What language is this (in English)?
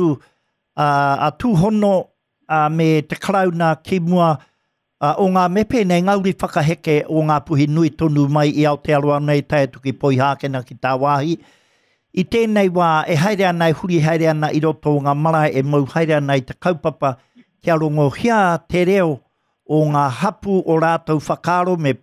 Māori